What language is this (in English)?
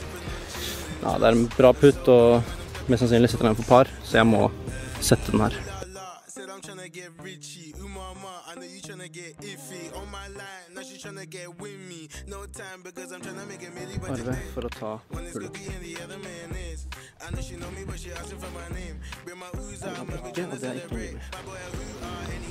Norwegian